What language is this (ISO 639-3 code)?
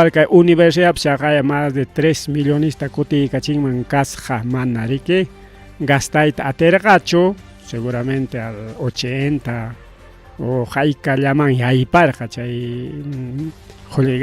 quy